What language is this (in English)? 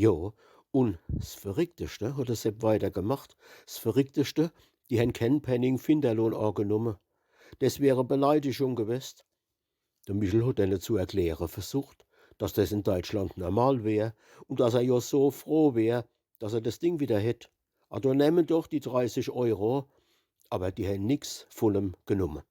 Palatine German